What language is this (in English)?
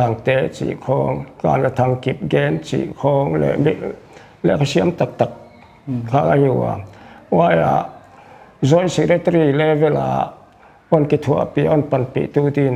Paite Chin